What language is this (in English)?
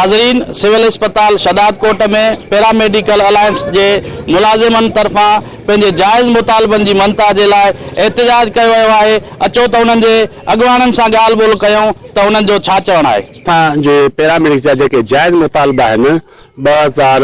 Sindhi